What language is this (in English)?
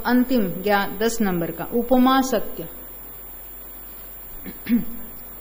Hindi